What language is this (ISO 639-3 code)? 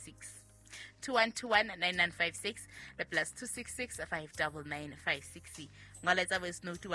sot